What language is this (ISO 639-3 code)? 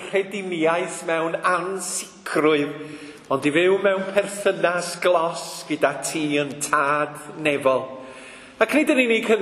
cym